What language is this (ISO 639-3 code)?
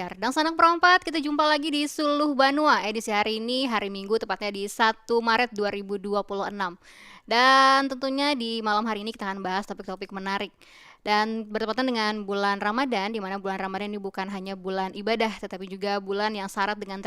bjn